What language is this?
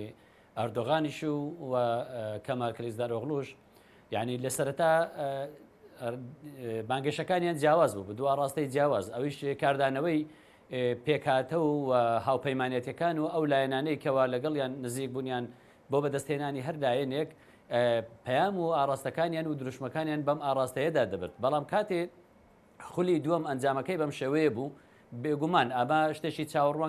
Central Kurdish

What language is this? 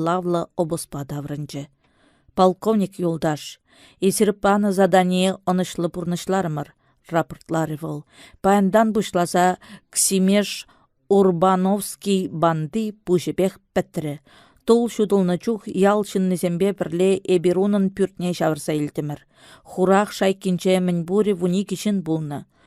Chuvash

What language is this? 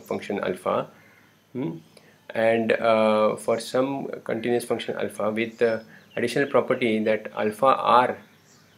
English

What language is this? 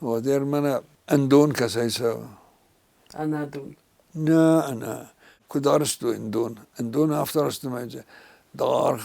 Ossetic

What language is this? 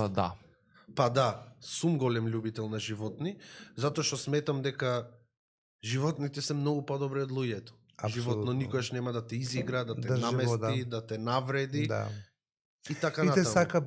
Macedonian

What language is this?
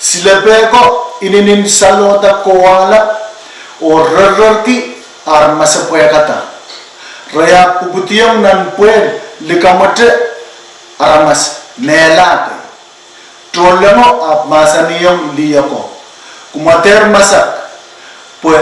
Pohnpeian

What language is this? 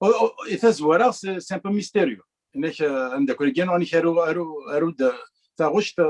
Kabyle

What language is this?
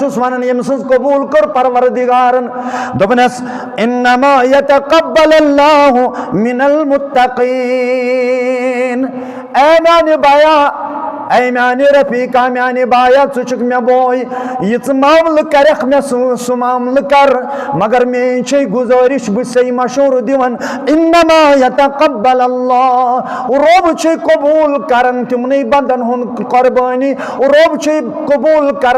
Kashmiri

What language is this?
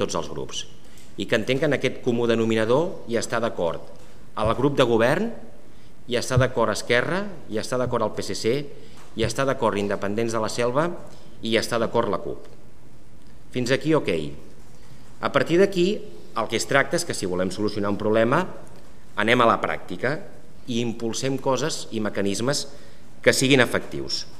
Catalan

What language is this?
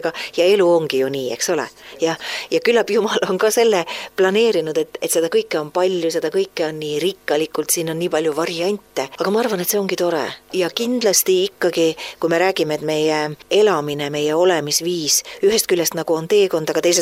Estonian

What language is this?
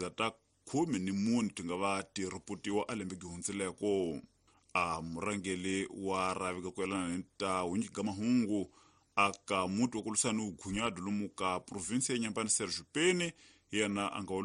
Tsonga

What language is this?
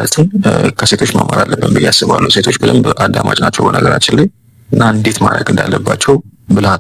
Amharic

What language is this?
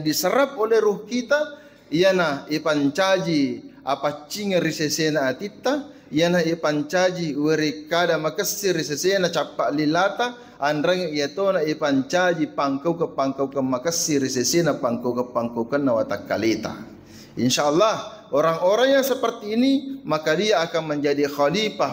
Buginese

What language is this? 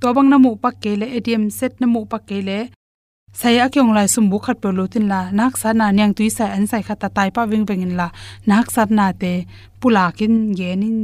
Tedim Chin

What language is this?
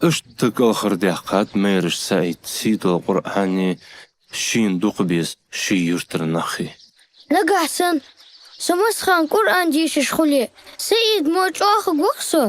Ingush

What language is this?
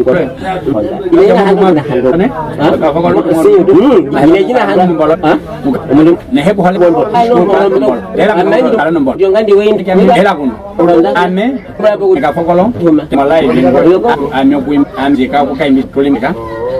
Nyaneka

